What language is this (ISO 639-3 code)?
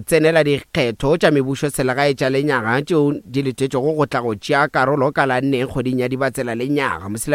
nso